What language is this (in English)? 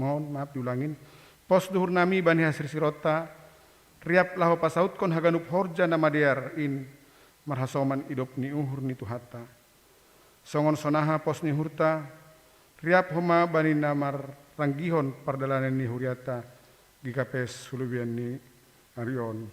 Batak Simalungun